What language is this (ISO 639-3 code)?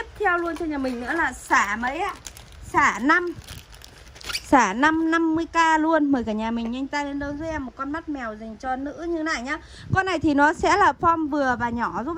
vie